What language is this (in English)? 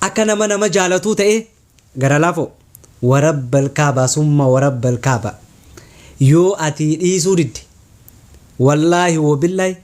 Oromo